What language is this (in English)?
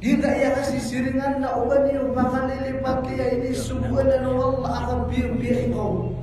Maranao